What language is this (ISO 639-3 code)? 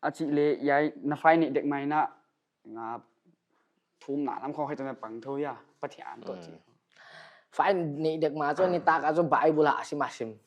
pck